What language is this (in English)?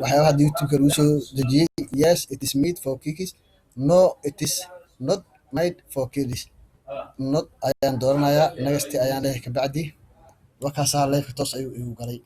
Somali